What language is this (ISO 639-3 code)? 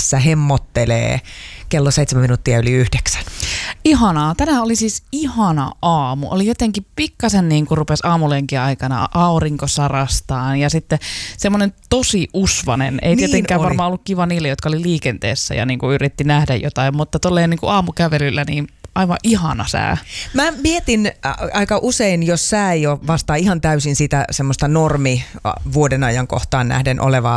fin